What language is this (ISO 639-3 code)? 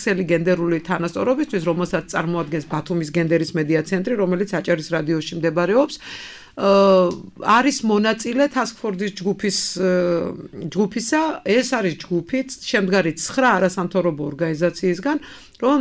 kat